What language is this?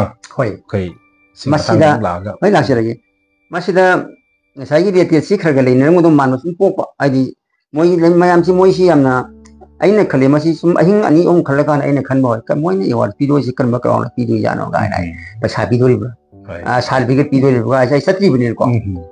Manipuri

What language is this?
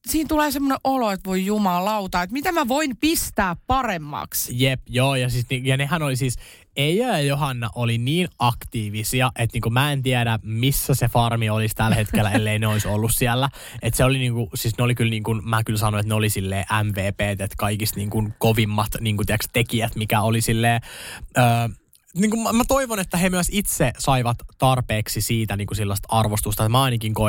Finnish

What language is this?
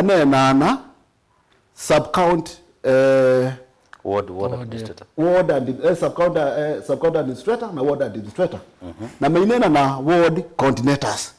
Kamba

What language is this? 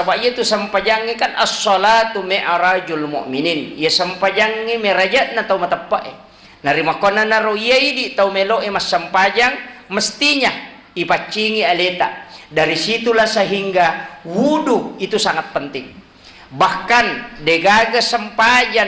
Buginese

